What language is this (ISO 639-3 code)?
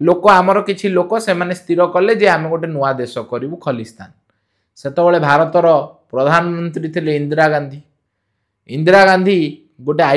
ori